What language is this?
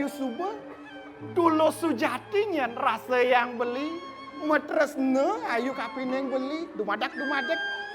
Balinese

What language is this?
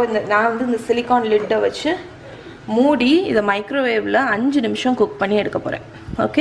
Tamil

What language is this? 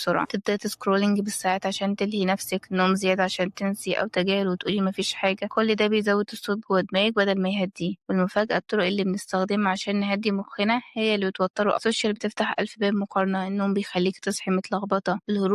Egyptian Arabic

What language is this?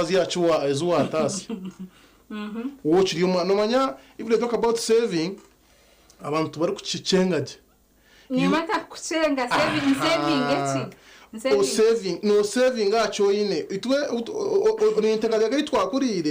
Nyankole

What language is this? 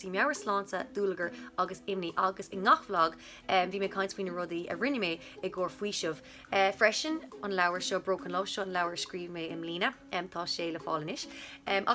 Irish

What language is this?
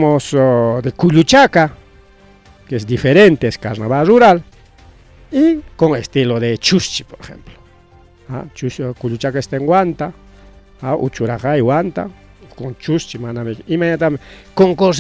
Ayacucho Quechua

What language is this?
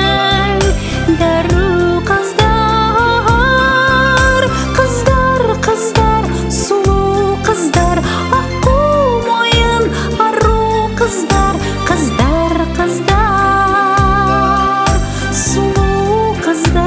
Kazakh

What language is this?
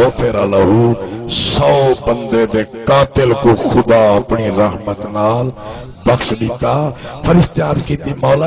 Saraiki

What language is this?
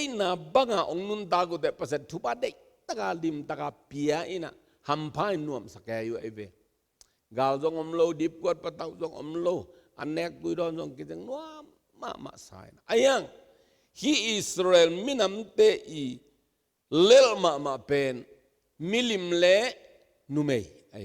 Tedim Chin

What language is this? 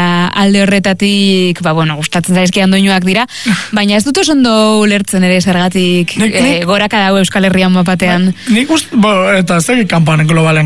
Basque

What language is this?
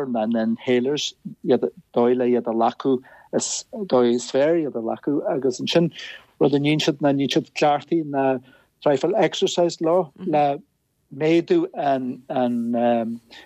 Irish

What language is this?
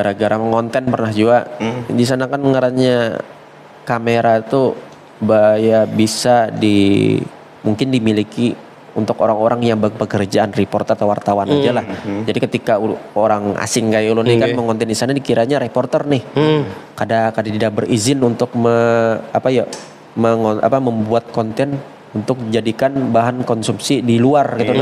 Banjar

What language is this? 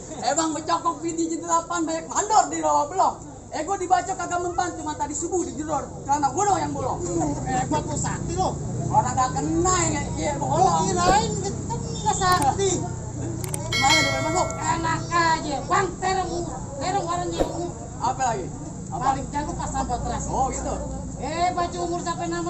Betawi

